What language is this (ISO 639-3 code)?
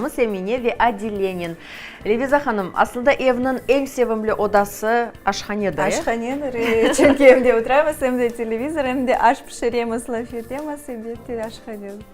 crh